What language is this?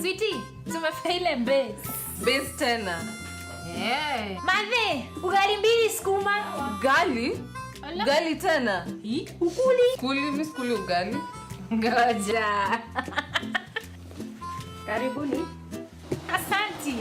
Meru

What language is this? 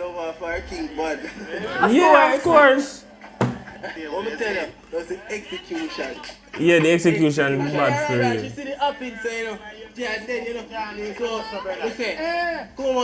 Jamaican Creole English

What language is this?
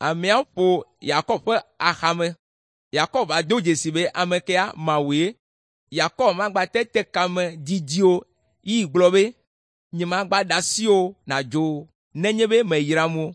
Ewe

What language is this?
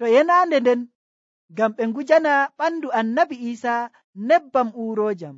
Nigerian Fulfulde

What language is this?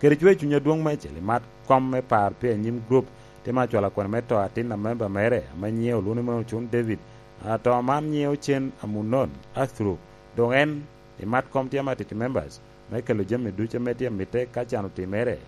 Lango (Uganda)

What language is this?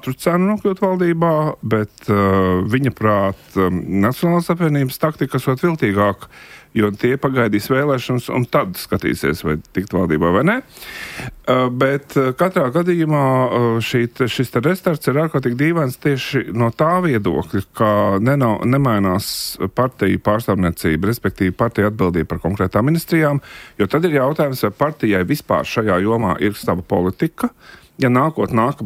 Latvian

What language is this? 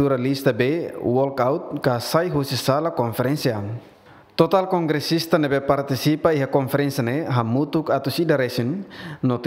Tetum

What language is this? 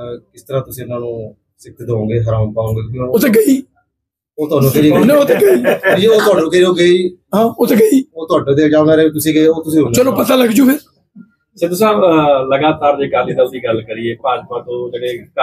Punjabi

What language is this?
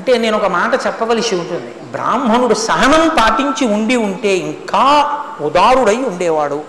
Telugu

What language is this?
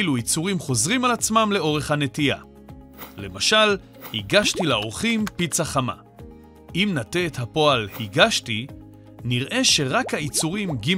Hebrew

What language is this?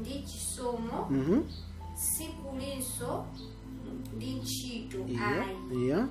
Nyanja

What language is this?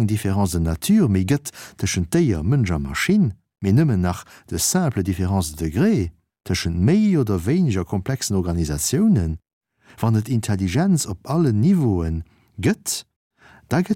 Luxembourgish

